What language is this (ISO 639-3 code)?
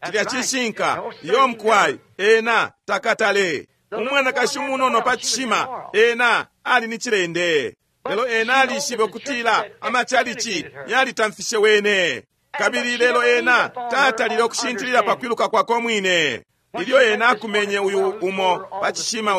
bem